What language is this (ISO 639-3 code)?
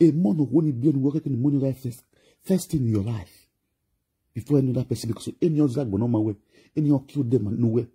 pcm